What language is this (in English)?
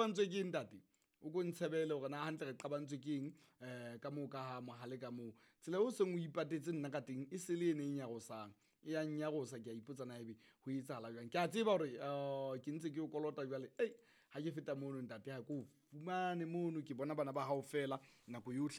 Southern Sotho